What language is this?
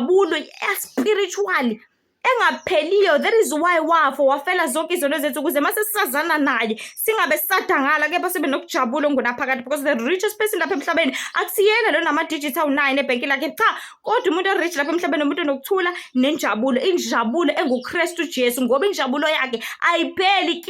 Zulu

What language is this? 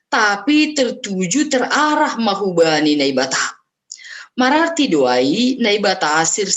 Batak Simalungun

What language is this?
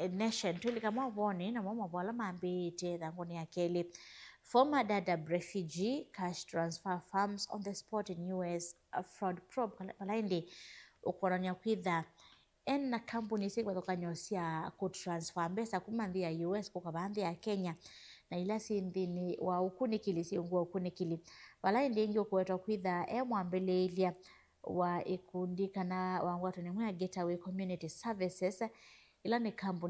Kamba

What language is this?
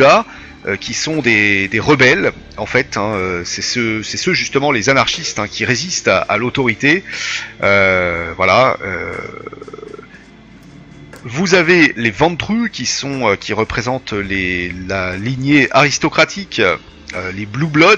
French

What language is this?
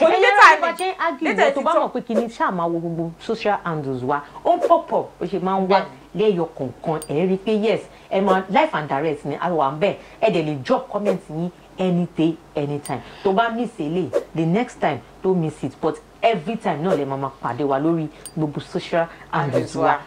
Yoruba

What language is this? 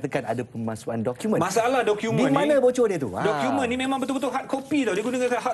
Malay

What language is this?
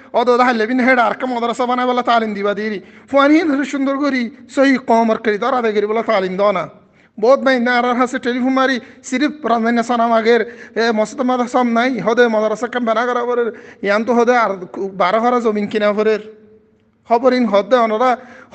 Rohingya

